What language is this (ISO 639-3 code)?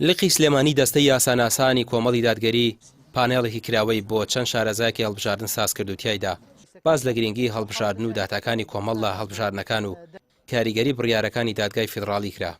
ckb